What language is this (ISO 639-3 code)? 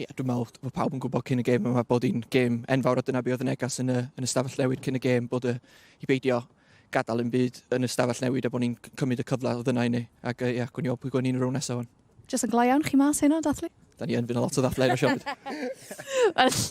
cym